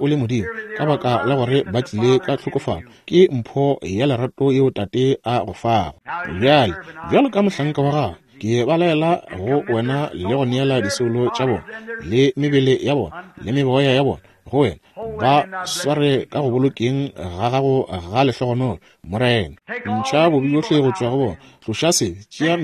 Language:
Northern Sotho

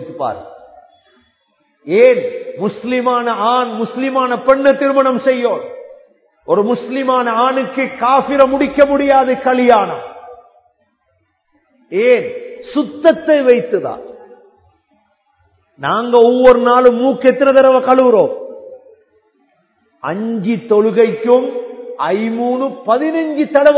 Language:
Tamil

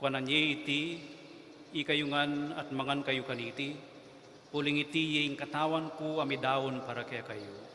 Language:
Pampanga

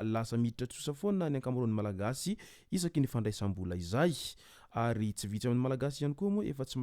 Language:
Malagasy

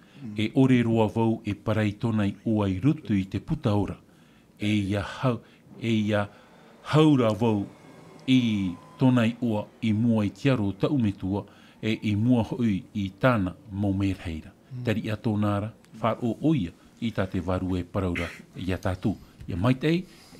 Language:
Tahitian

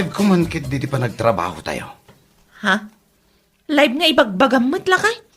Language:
Iloko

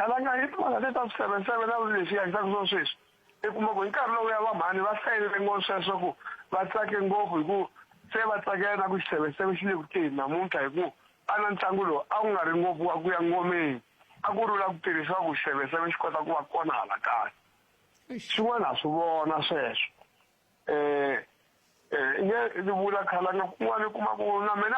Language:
Tsonga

